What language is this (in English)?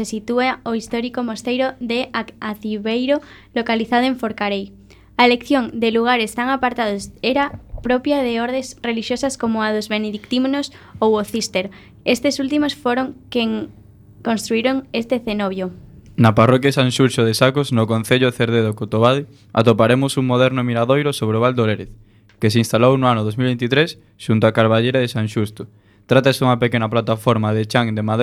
Galician